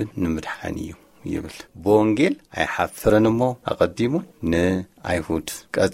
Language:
Tigrinya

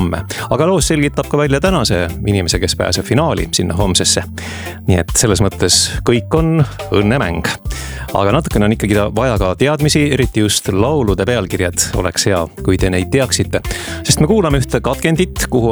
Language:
Estonian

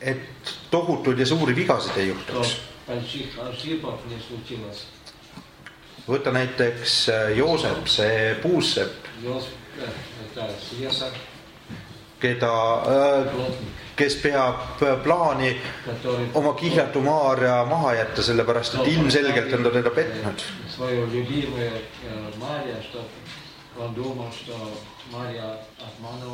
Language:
Estonian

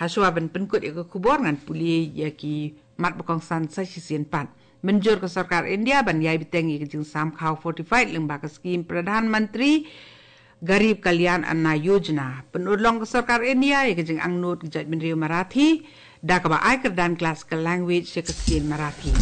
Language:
Khasi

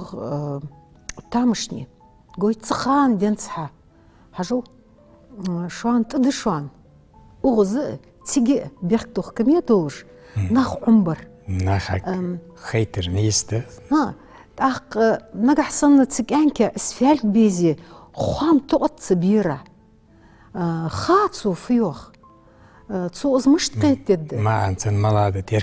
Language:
Ingush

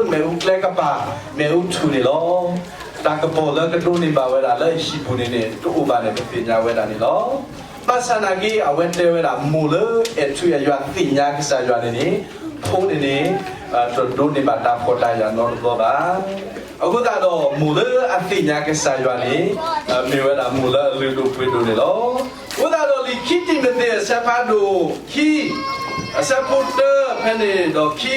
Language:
S'gaw Karen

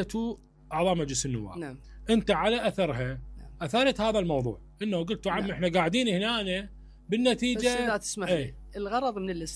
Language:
Mesopotamian Arabic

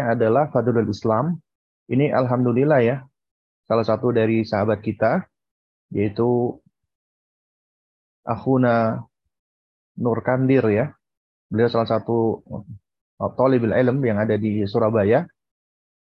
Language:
Indonesian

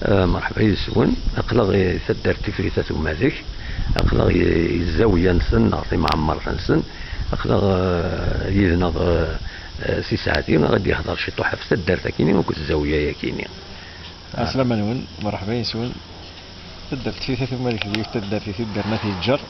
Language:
Kabyle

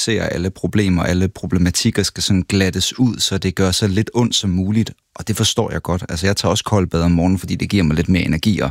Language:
Danish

